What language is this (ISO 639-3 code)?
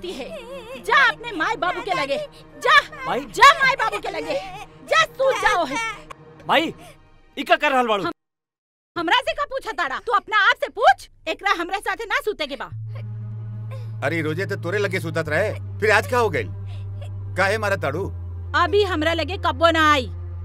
bho